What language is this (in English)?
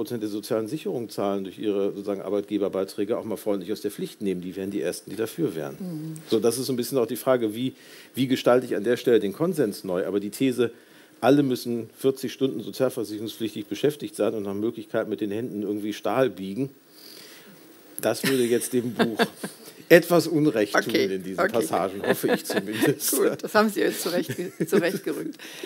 German